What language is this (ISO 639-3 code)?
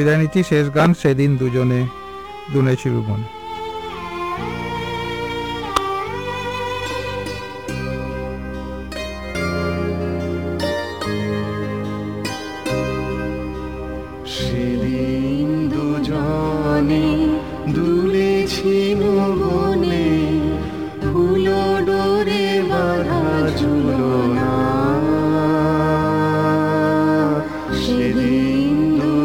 ben